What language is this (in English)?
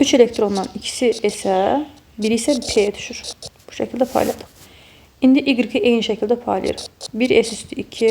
Azerbaijani